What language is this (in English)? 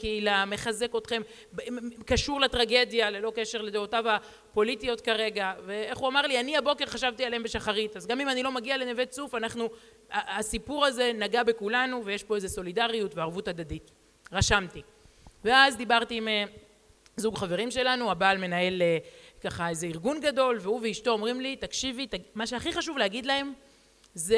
Hebrew